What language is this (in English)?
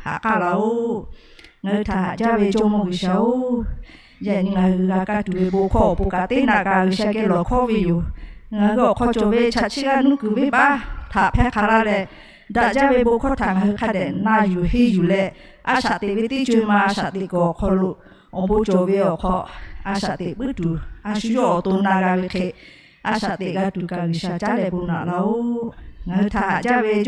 Lahu